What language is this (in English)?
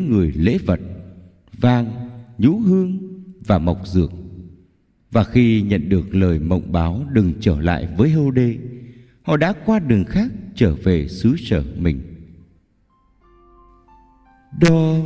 Vietnamese